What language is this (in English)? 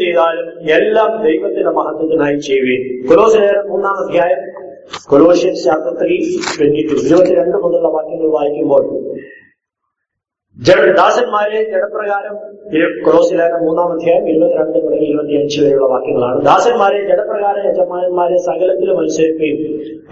Malayalam